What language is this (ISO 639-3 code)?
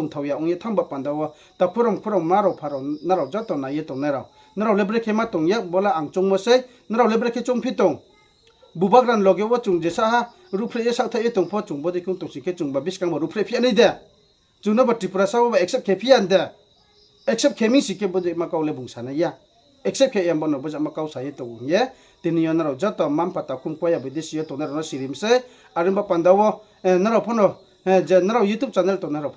ria